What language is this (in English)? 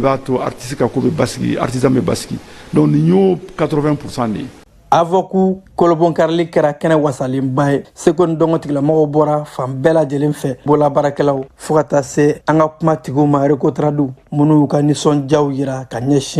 Bambara